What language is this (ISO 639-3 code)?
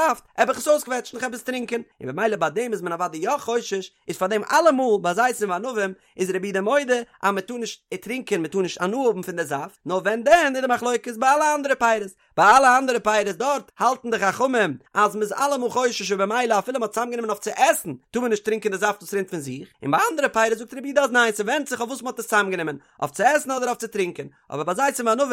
yid